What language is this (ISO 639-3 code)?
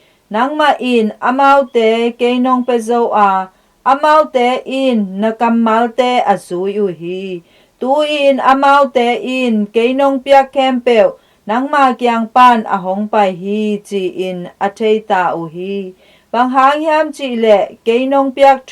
ctd